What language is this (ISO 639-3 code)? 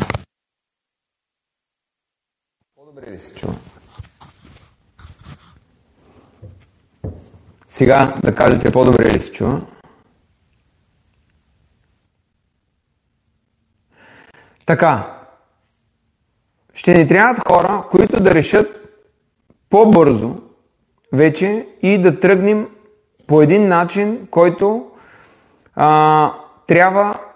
bul